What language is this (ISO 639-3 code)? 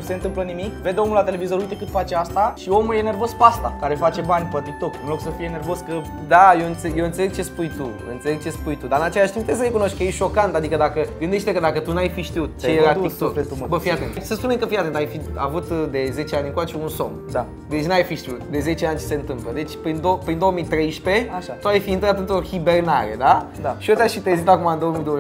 ron